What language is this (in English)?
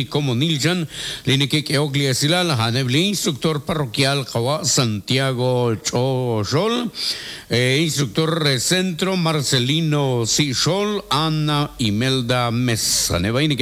Kekchí